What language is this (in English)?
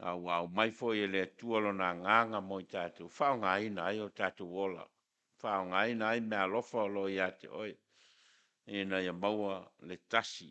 Samoan